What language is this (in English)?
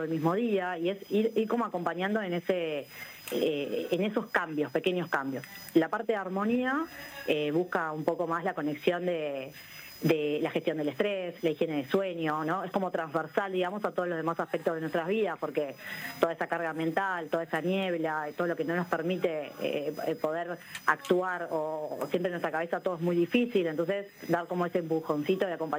Spanish